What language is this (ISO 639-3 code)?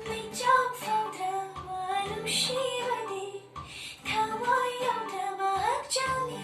mni